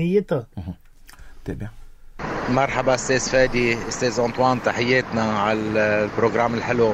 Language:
North Levantine Arabic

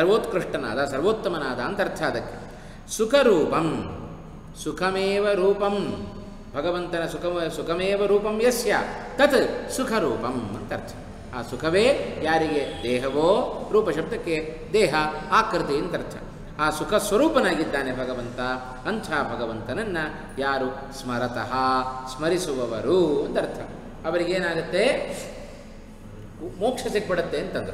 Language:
Kannada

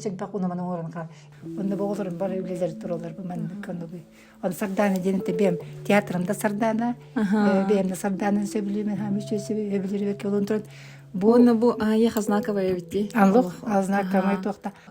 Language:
Yakut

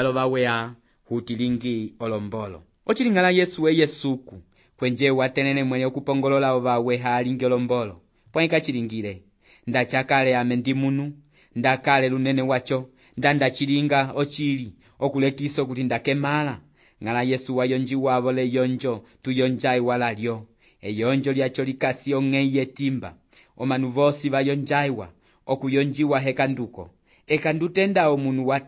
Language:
Umbundu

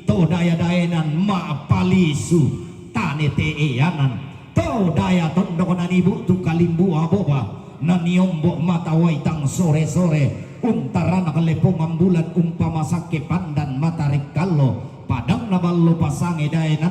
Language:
Toraja-Sa'dan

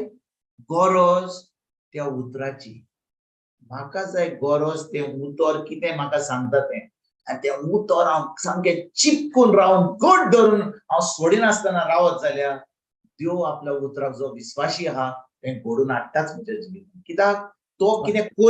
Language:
Konkani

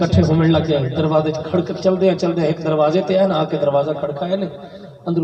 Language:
Saraiki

